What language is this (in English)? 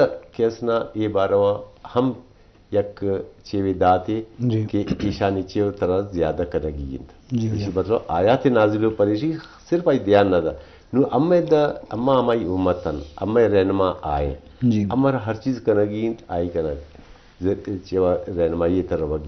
Eastern Balochi